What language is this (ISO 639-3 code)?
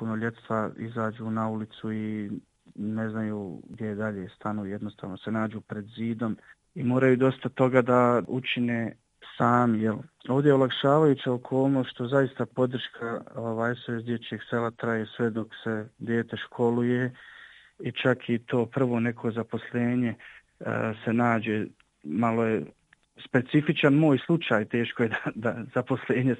bos